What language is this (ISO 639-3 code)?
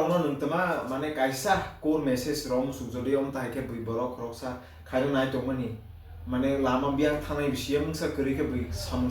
trp